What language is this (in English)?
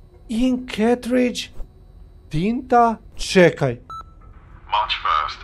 Croatian